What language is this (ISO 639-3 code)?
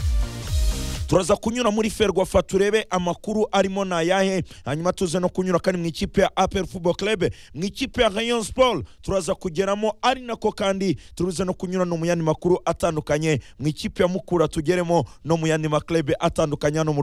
kin